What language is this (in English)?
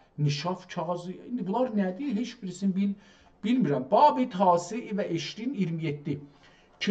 South Azerbaijani